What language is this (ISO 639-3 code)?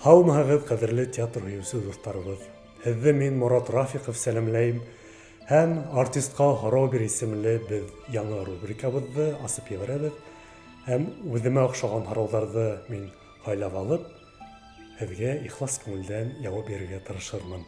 bak